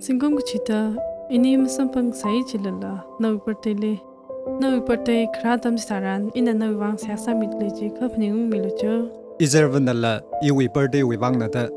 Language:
Tangkhul Naga (India)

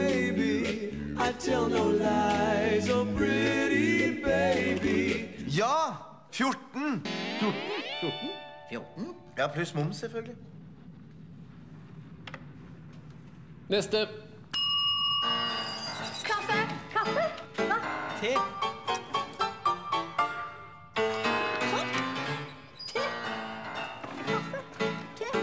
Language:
Norwegian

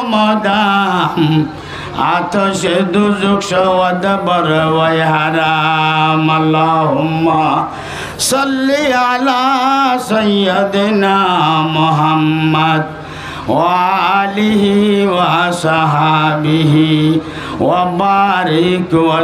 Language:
Rohingya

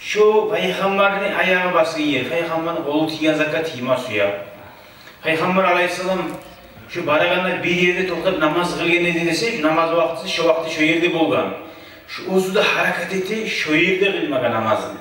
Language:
Kumyk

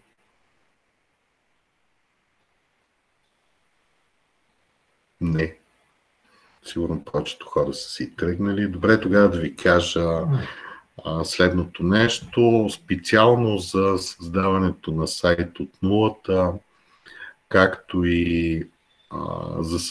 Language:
Bulgarian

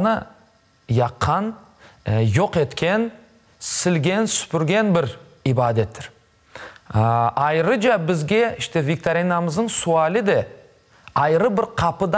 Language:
Crimean Tatar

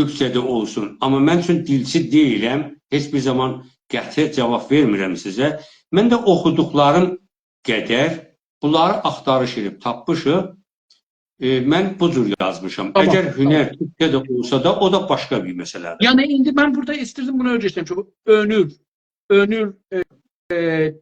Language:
South Azerbaijani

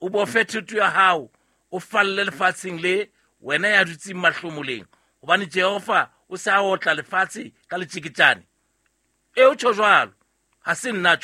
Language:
Southern Sotho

